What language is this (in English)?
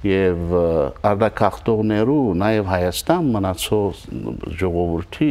Western Armenian